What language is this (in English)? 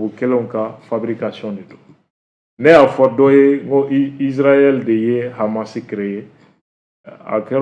Bambara